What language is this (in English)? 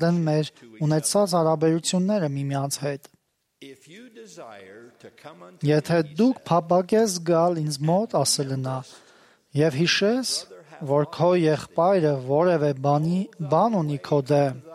Armenian